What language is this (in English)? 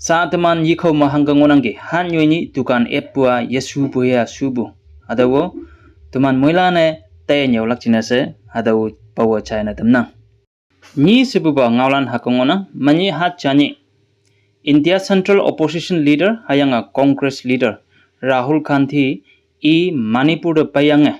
Konyak Naga